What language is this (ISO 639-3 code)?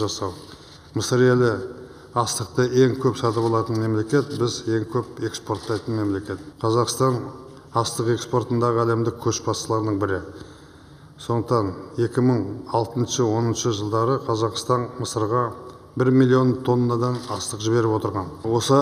kaz